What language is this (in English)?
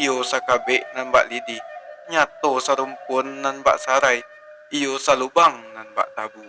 Minangkabau